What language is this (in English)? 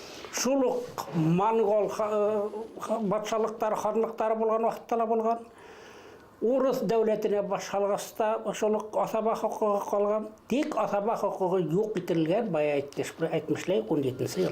Bashkir